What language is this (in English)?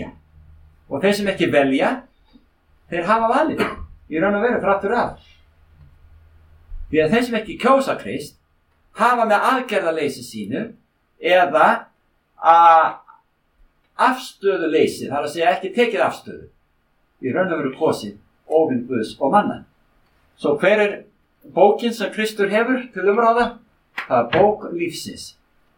Icelandic